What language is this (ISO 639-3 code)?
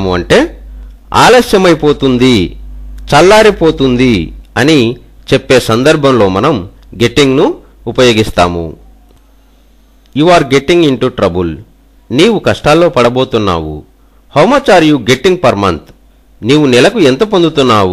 tel